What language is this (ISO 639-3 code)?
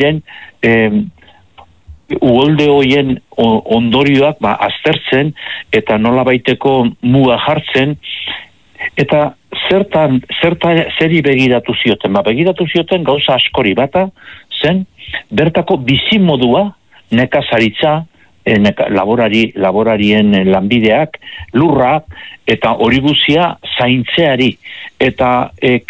eus